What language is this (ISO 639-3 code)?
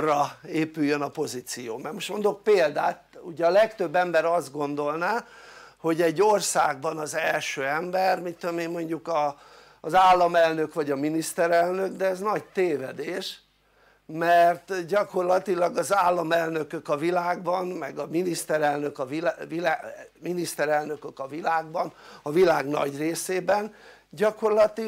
hun